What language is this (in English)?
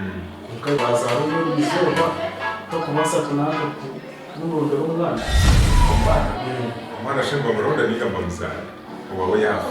Nyankole